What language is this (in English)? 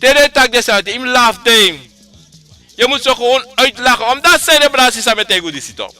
Sranan Tongo